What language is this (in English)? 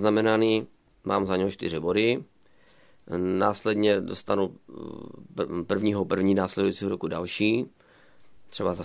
Czech